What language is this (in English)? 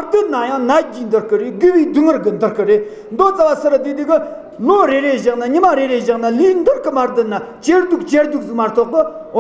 Tibetan